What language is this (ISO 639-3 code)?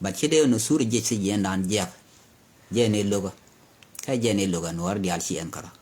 nus